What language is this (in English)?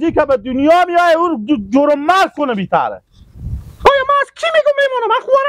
Persian